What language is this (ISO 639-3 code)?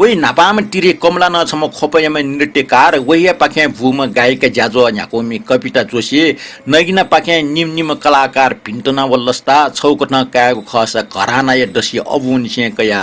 new